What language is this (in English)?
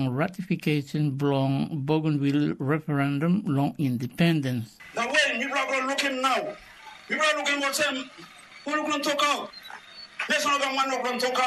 Tok Pisin